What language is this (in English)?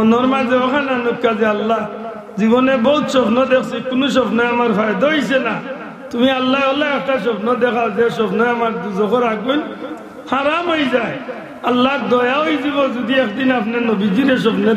Sylheti